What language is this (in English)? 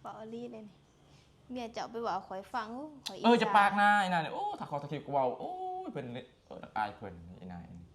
Northeastern Thai